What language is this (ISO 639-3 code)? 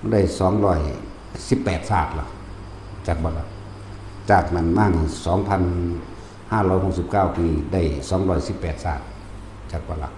tts